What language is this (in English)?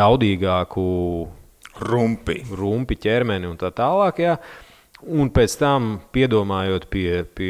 Latvian